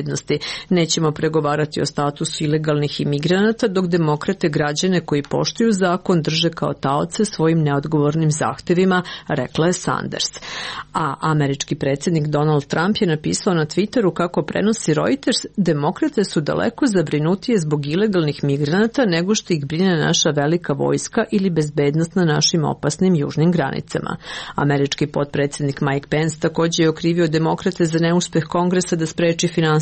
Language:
Serbian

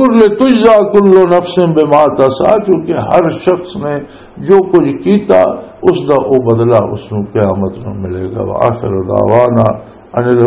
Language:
Western Panjabi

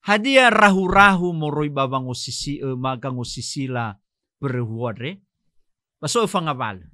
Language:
Nias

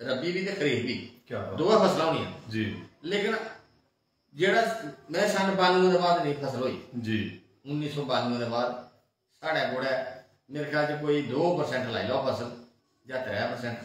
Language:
Dogri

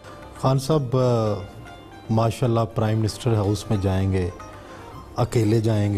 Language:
Urdu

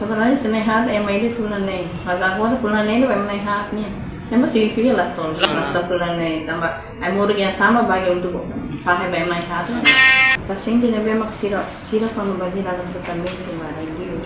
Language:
Tetum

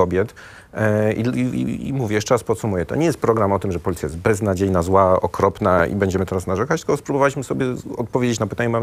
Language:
Polish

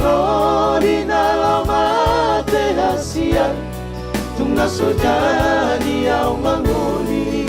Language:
Batak Toba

